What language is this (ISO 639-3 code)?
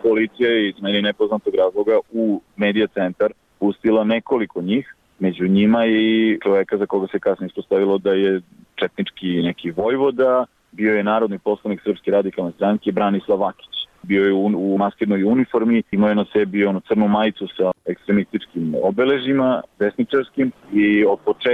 srp